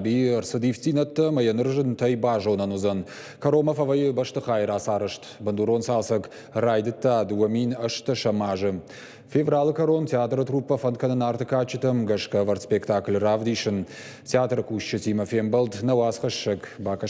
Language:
Ossetic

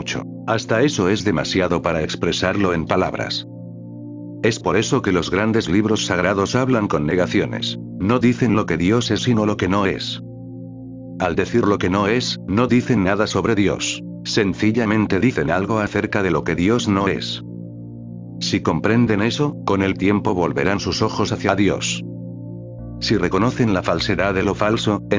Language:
Spanish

